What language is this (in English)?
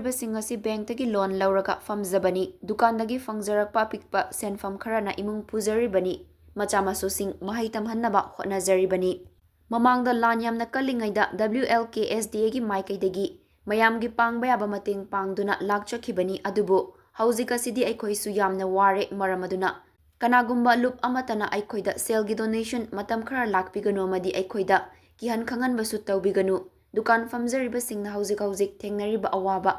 Manipuri